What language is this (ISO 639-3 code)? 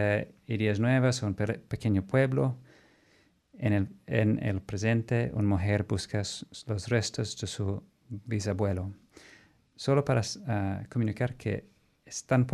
spa